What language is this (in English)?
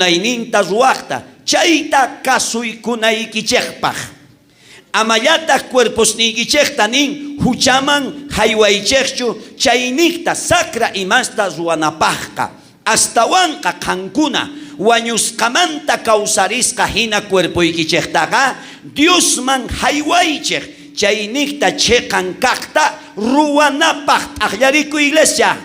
South Bolivian Quechua